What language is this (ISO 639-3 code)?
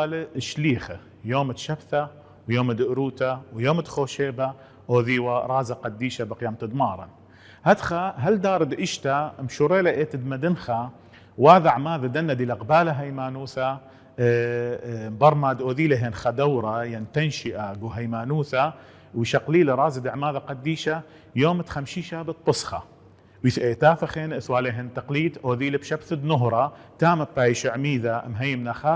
aii